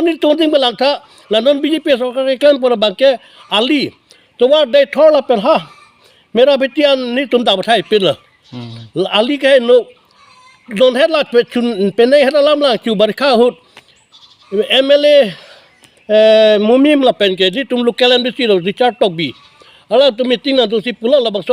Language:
Karbi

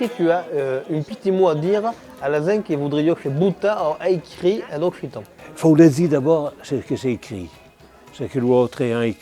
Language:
Occitan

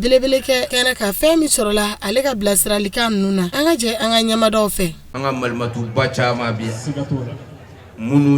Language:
Bambara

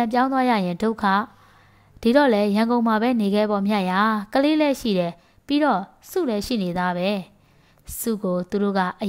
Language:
Burmese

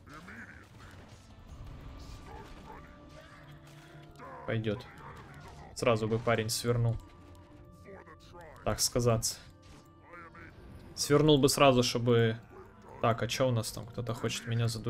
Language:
Russian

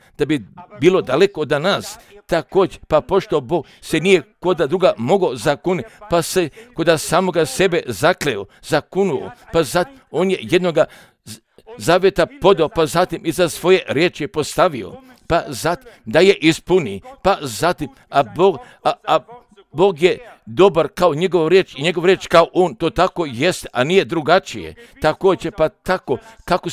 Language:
Croatian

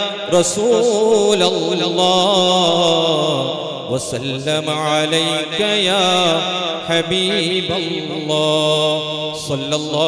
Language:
Malayalam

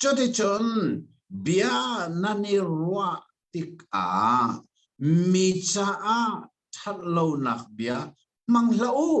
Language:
Hakha Chin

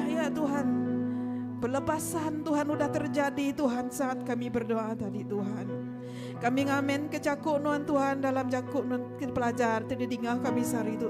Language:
Iban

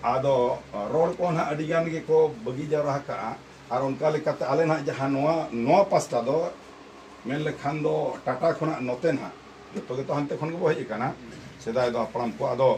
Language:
Santali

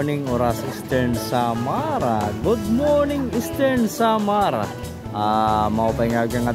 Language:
Waray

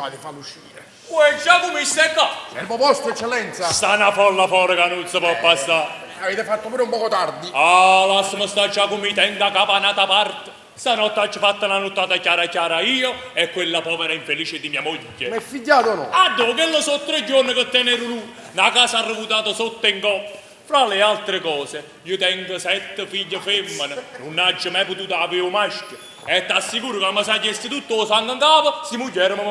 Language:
Neapolitan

